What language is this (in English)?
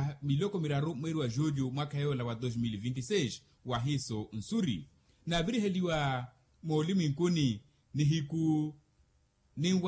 Makhuwa